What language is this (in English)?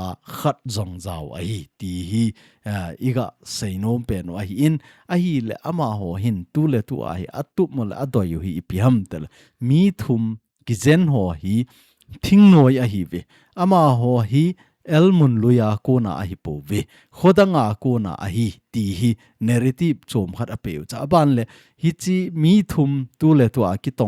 Thado Chin